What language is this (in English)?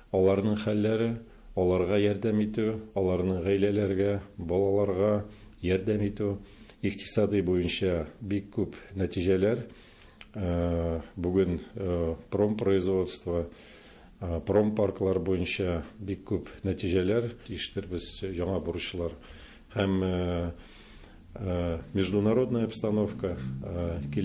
Tatar